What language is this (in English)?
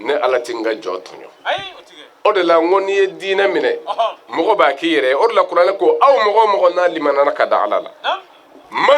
Bambara